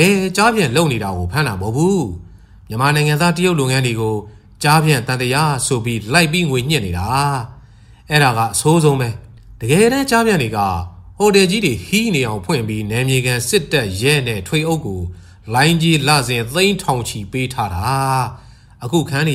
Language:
Burmese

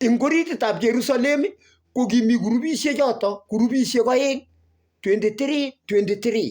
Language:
Kalenjin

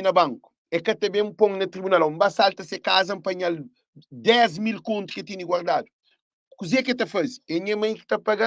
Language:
Kabuverdianu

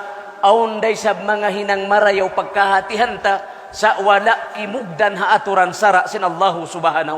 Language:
Tausug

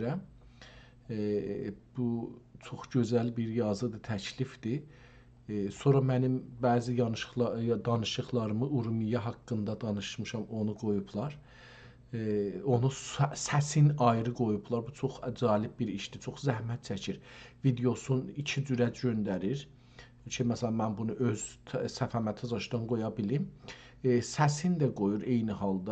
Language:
South Azerbaijani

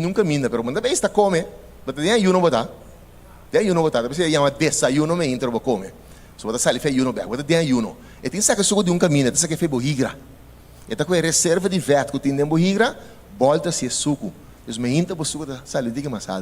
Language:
Papiamento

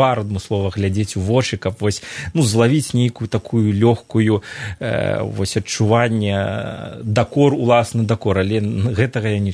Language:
Belarusian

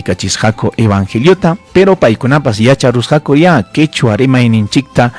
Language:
Ayacucho Quechua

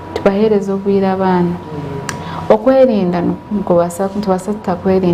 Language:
Nyankole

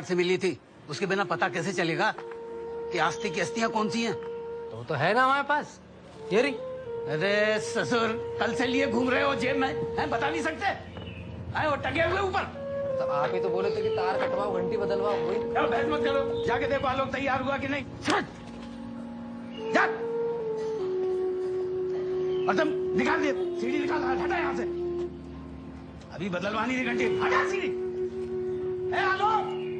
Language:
Hindi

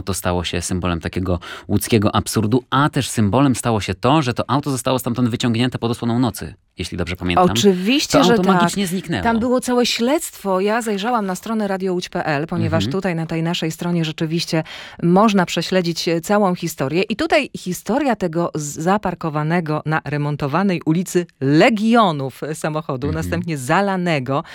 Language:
Polish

